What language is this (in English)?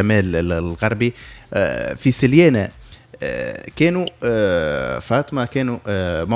Tunisian Arabic